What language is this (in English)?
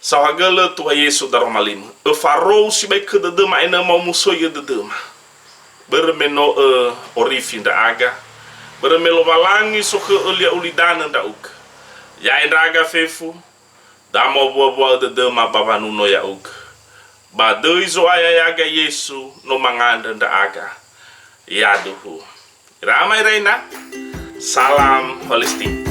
Nias